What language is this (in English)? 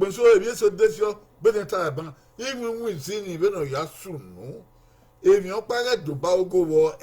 Bini